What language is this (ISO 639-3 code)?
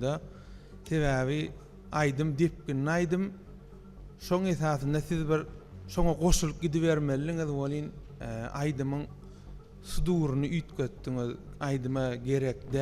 tuk